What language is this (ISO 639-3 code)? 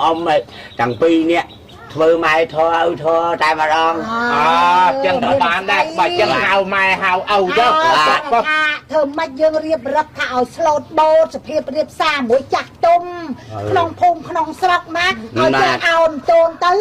khm